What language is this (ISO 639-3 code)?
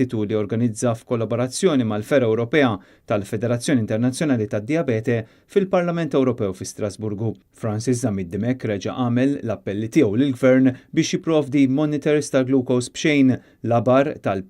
mlt